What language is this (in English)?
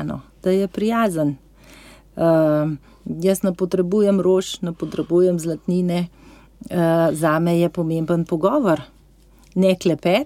Slovenian